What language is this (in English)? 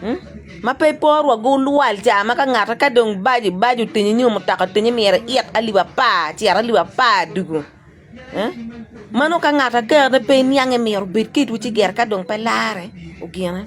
Acoli